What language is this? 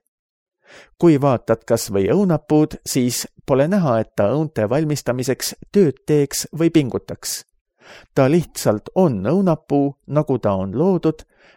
Estonian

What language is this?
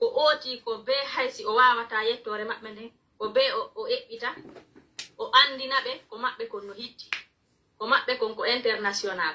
Pular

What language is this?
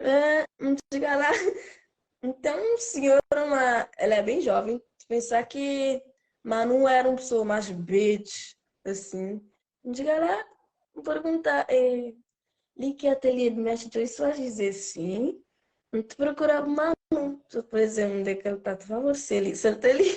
Kabuverdianu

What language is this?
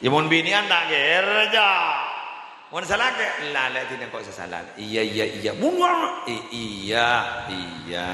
Madurese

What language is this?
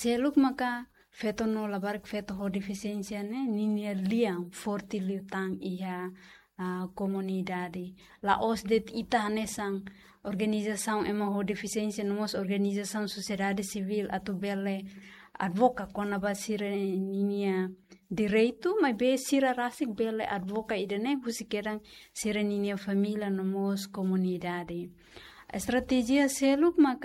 Tetum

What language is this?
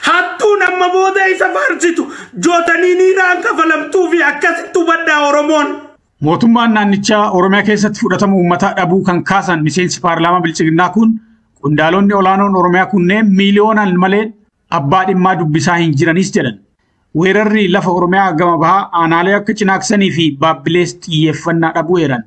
Oromo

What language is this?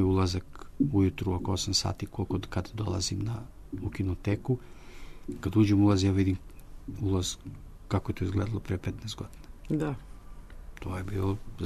Serbian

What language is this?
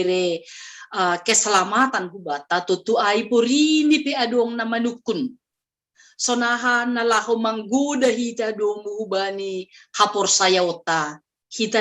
Batak Simalungun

